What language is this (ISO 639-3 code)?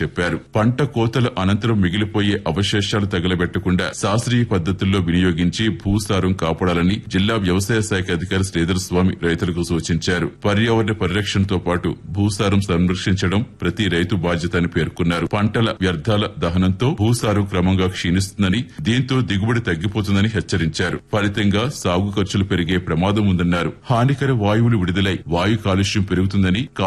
tel